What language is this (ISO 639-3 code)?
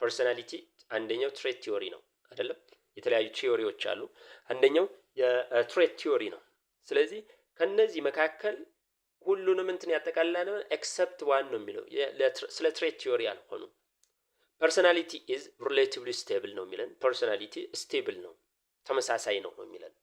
amh